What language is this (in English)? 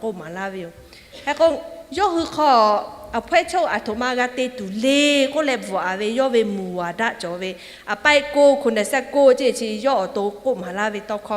Lahu